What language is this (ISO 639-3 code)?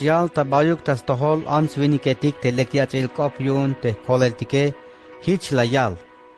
tzh